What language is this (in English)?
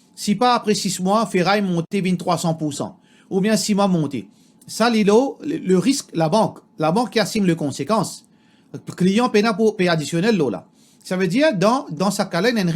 Morisyen